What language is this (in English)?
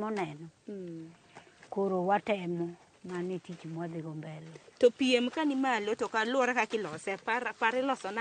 Luo (Kenya and Tanzania)